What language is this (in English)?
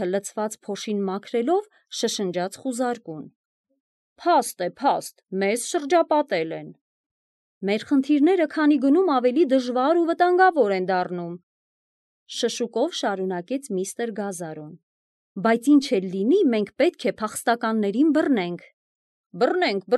Armenian